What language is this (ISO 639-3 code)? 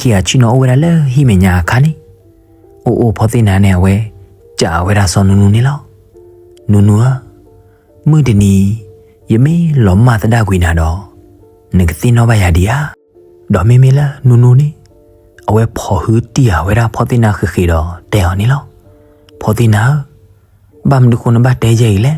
ksw